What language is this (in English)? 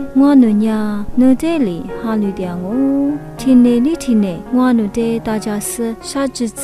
Lisu